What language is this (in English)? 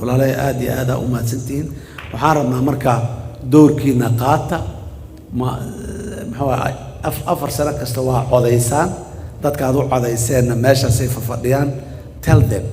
Somali